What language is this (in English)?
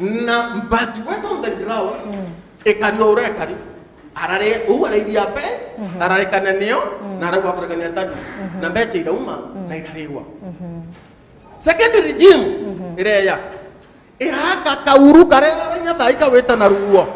Meru